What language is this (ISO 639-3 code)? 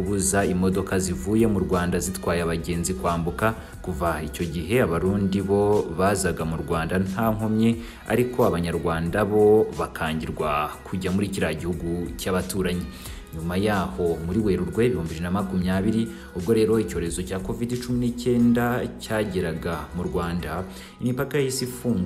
kin